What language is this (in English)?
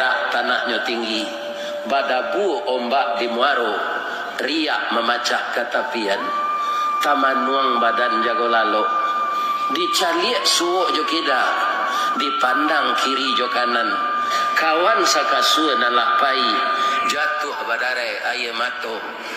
Minangkabau